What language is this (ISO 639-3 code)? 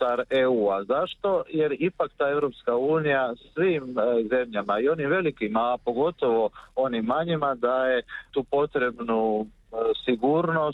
hrv